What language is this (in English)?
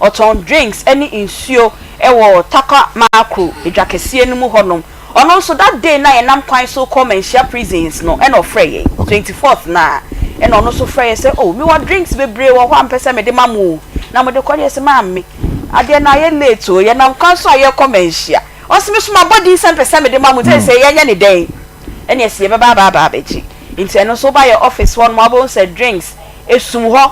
Akan